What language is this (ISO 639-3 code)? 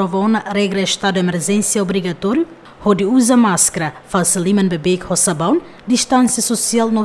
tet